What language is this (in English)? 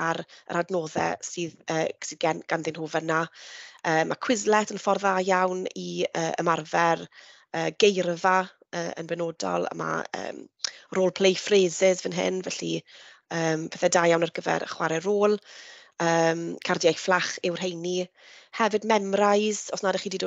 Welsh